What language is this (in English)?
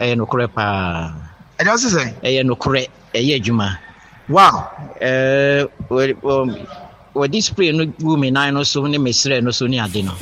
Akan